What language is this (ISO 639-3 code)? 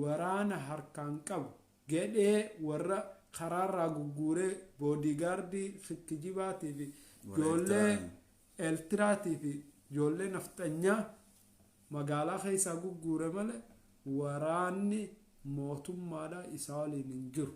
orm